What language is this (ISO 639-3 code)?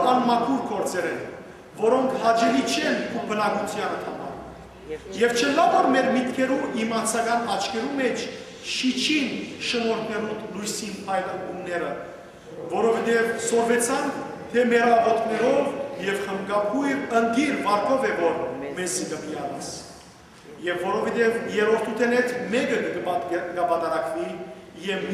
hyw